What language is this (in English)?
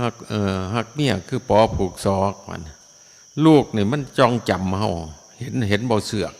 Northeastern Thai